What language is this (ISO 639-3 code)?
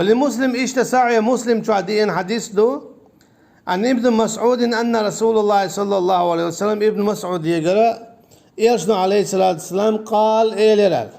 che